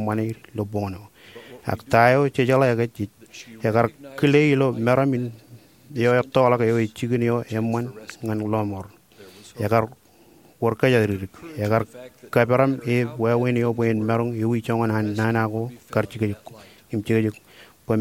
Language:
Marshallese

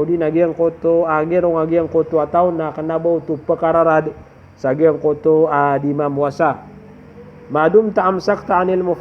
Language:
Maranao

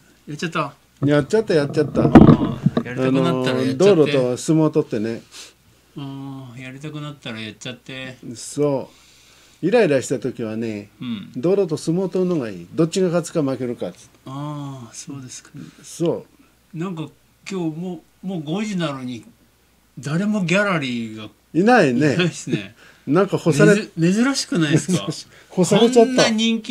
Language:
Japanese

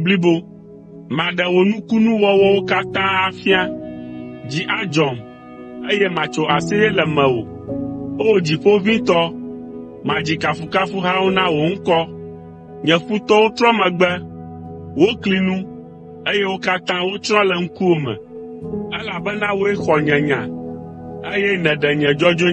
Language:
Ewe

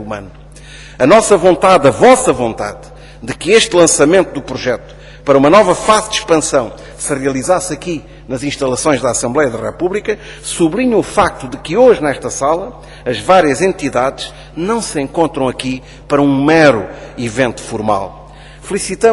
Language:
Portuguese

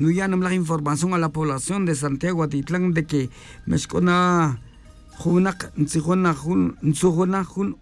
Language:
Tz'utujil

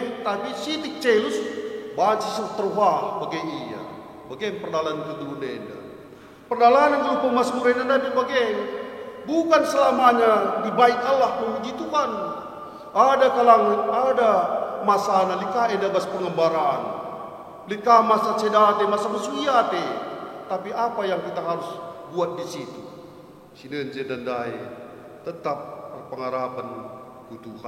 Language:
Batak Karo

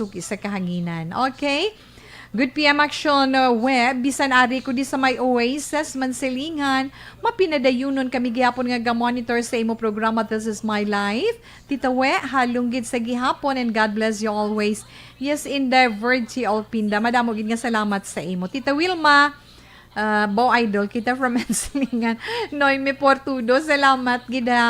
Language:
Hiligaynon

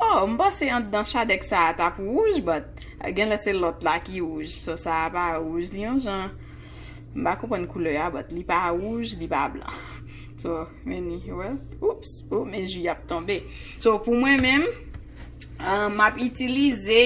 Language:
Haitian Creole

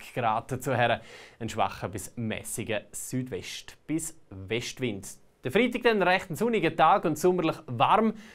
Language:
Swiss German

